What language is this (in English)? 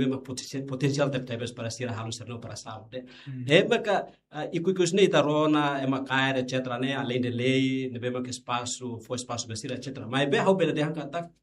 Tetum